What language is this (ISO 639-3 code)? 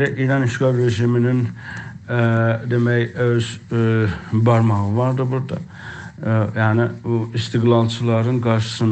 azb